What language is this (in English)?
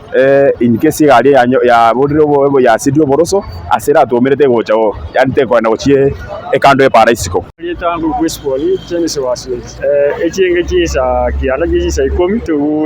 Gusii